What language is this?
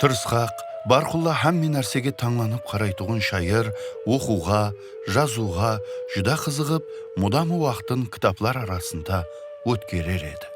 Kara-Kalpak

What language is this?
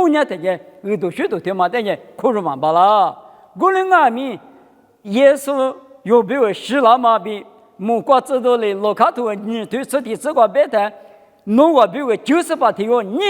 Lisu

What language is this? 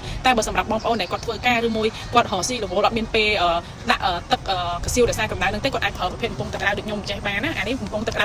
Khmer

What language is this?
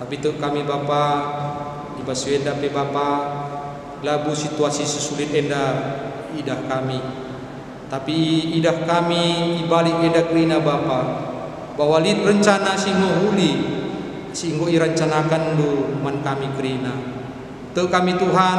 Batak Karo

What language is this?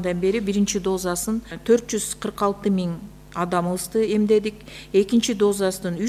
Kyrgyz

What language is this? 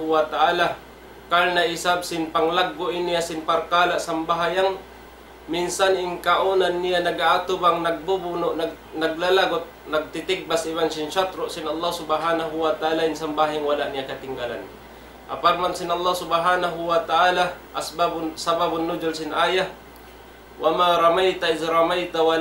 Tausug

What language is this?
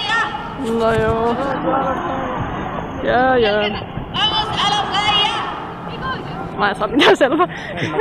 Finnish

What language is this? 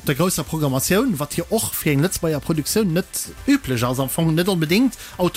Luxembourgish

